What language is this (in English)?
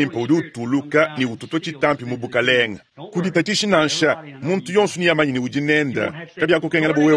Luba-Lulua